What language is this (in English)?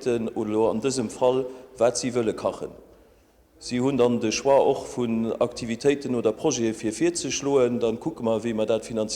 Luxembourgish